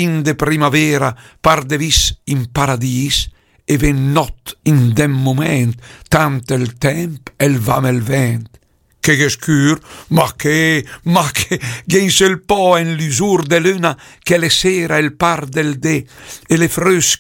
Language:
Lombard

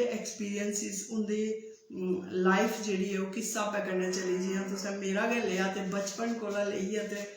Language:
Dogri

